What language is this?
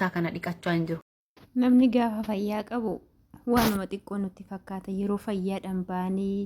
Oromo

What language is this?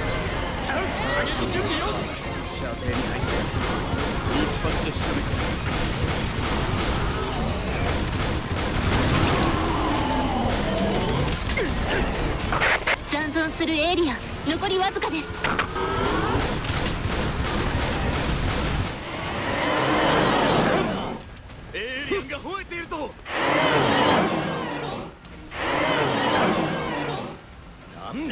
Japanese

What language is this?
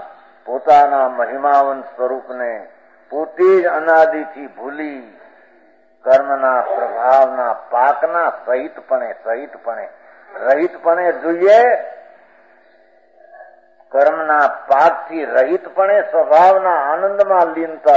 Gujarati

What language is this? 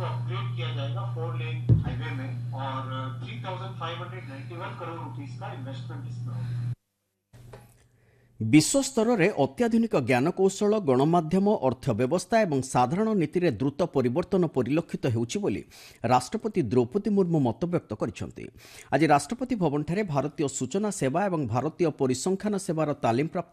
Odia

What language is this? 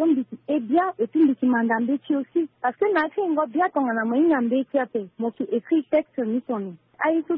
Sango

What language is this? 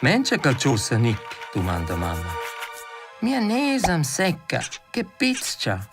Romansh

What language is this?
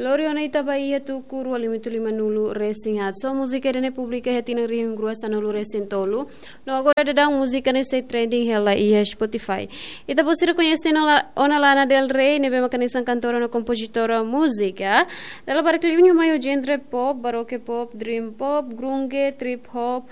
Tetum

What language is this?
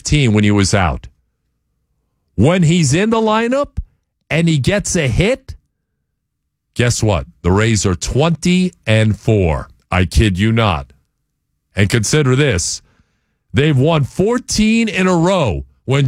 English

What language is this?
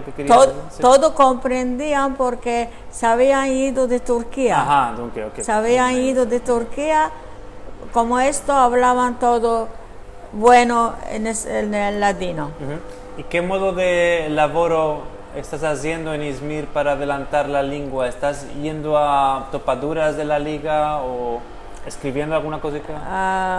Ladino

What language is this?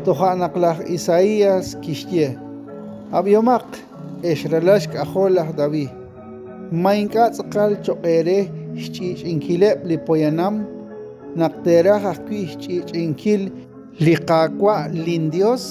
Kekchí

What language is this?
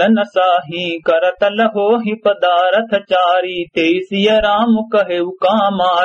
Awadhi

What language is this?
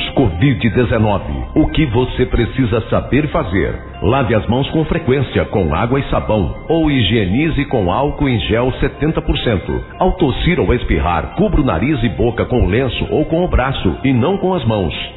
Portuguese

